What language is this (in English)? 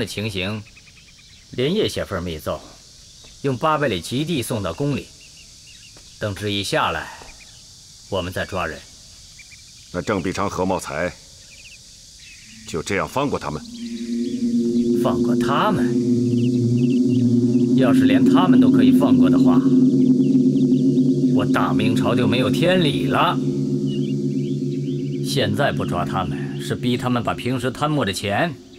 Chinese